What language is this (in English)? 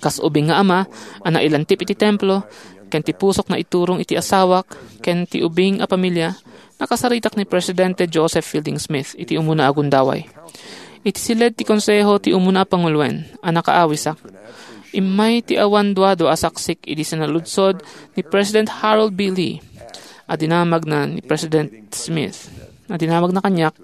Iloko